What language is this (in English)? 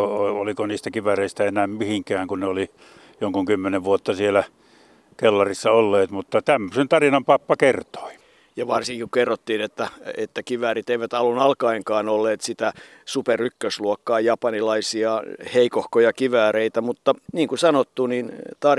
Finnish